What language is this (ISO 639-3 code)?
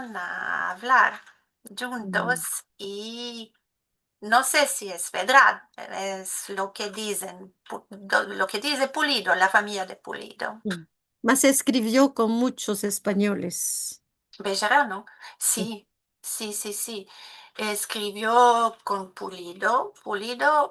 lad